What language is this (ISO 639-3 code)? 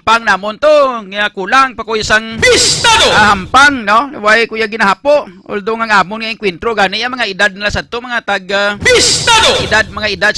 hil